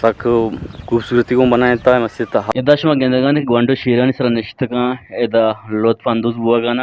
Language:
Eastern Balochi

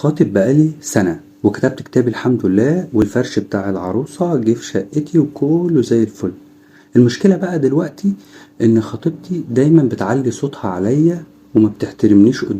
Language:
Egyptian Arabic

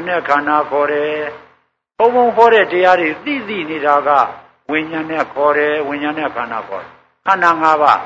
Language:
Burmese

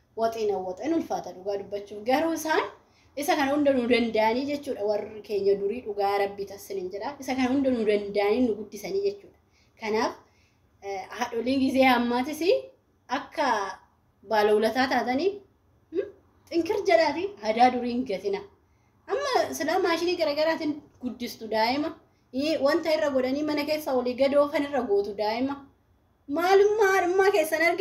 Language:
Oromo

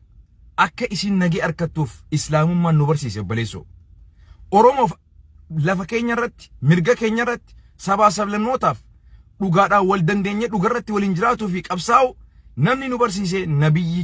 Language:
Oromo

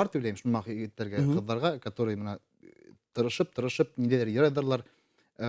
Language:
Bashkir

